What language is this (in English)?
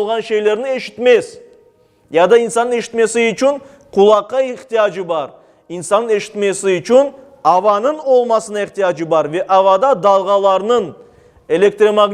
Crimean Tatar